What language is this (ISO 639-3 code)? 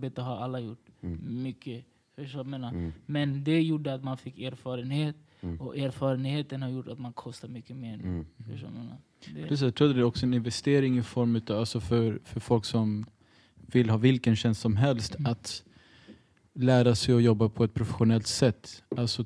swe